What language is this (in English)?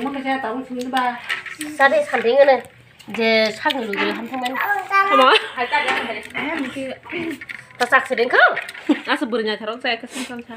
Kok Borok